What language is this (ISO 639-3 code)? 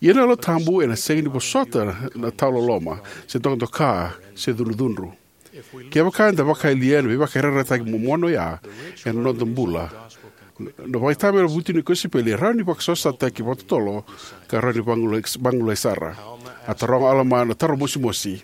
fij